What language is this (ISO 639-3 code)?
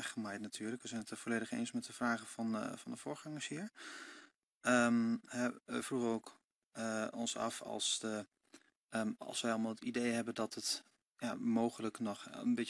nld